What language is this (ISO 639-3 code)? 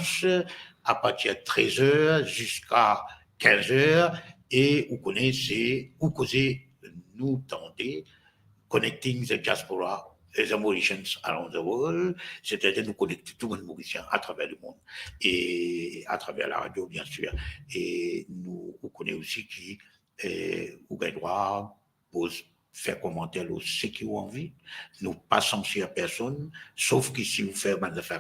mfe